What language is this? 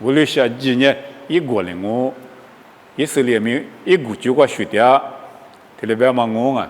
Lisu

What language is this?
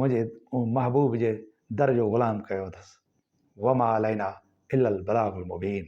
Sindhi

